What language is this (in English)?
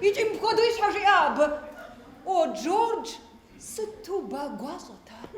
Kabardian